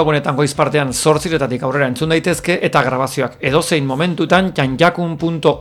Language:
Basque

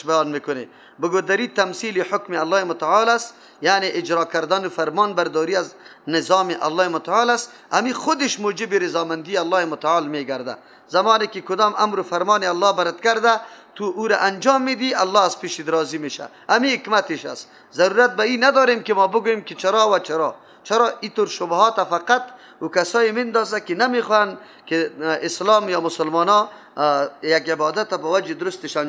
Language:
Persian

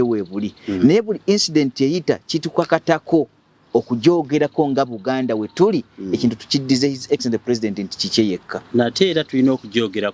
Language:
Ganda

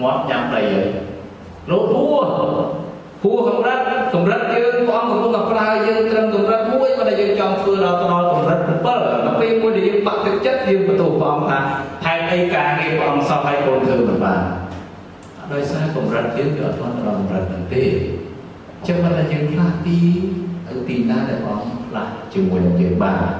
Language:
Khmer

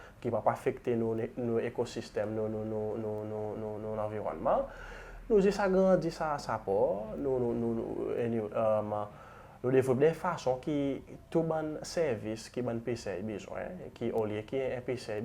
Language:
Seselwa Creole French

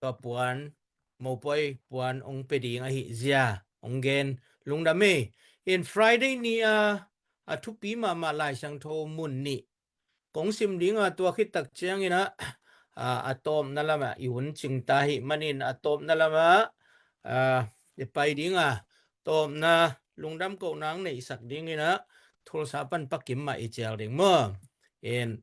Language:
Tedim Chin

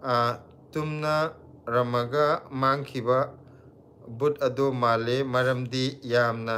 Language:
Manipuri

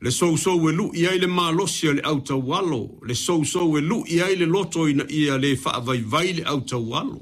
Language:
Samoan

